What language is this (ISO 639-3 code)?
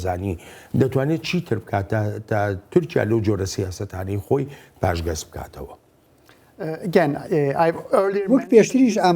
ckb